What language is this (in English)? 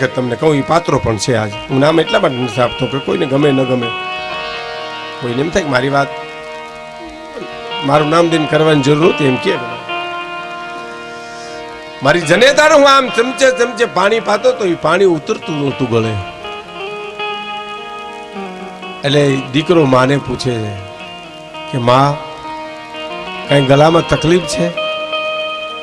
Gujarati